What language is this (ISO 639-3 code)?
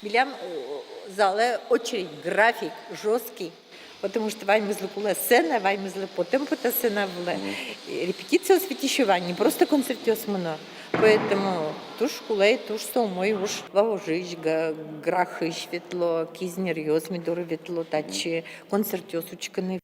udm